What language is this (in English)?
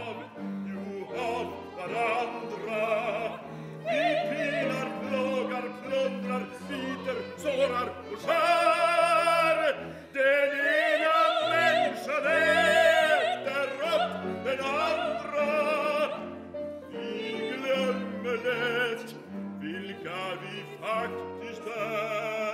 Swedish